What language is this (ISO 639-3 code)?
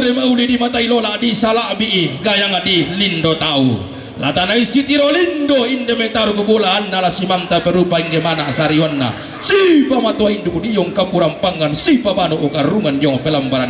sda